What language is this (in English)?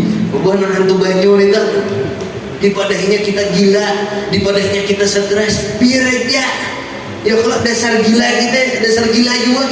Banjar